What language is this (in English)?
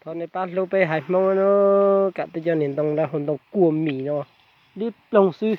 Hmong